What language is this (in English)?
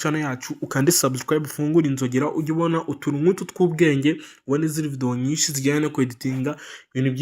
Kinyarwanda